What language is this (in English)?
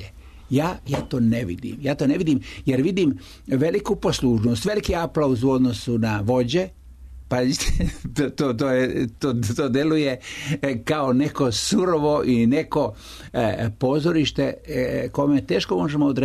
Serbian